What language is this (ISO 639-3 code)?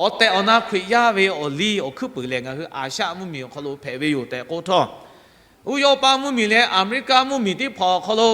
lhu